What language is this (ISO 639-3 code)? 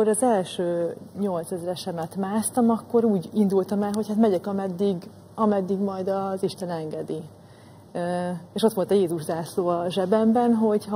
hun